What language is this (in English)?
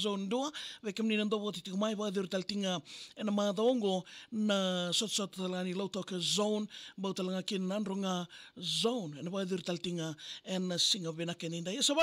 Fijian